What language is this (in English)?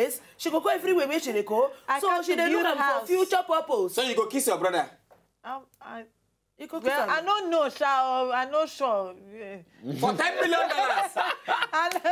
Nigerian Pidgin